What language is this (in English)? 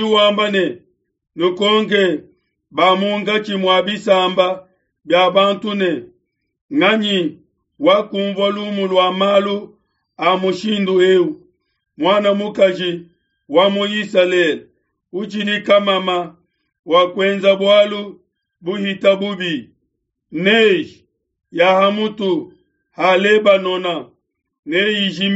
Luba-Lulua